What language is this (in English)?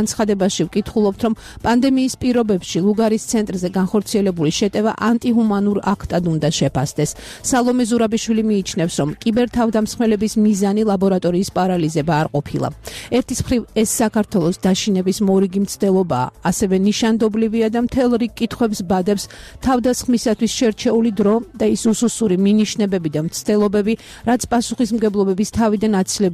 Georgian